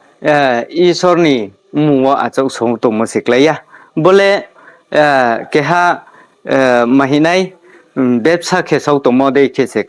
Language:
Riang (India)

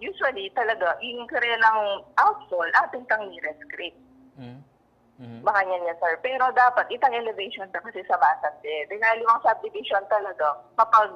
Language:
Pampanga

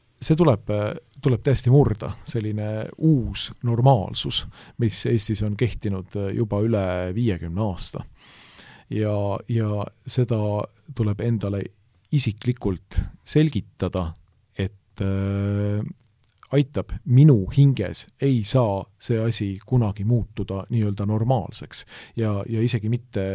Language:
Estonian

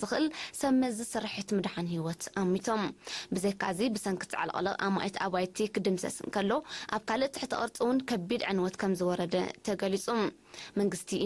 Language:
Tigrinya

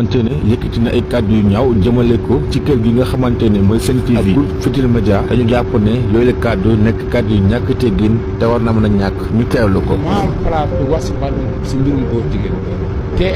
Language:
Wolof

